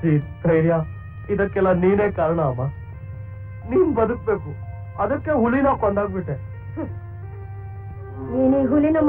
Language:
Kannada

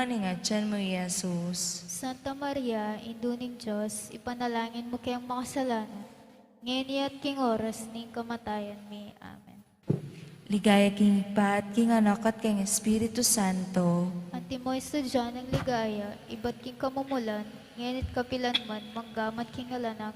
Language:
Pampanga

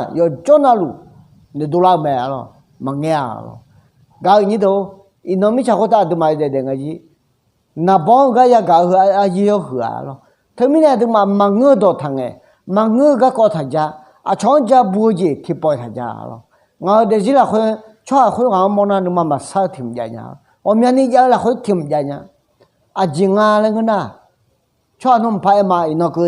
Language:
Akha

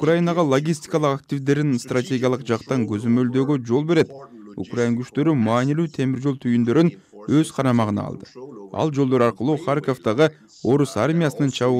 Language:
Kyrgyz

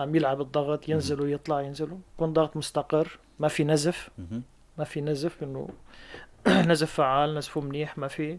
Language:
North Levantine Arabic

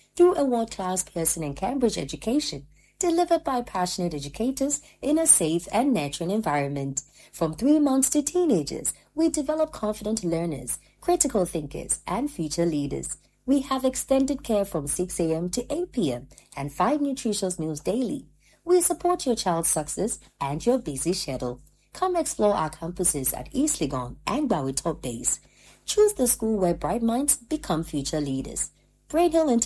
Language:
English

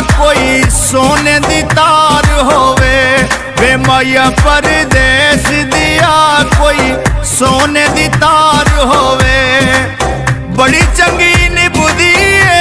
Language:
Pahari-Potwari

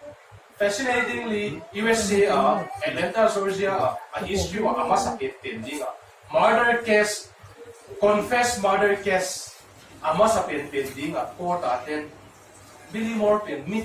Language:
Tedim Chin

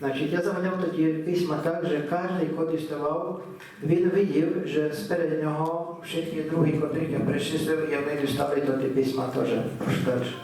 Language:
Rusyn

